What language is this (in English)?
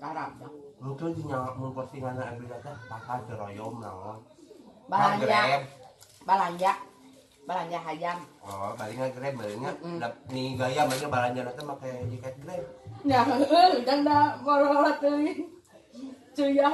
Sundanese